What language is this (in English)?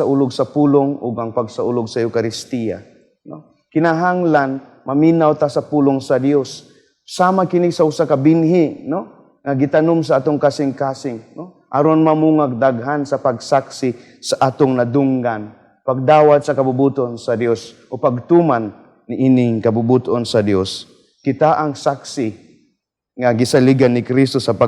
Cebuano